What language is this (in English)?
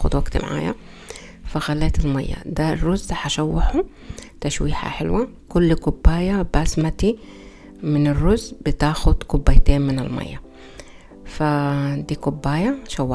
Egyptian Arabic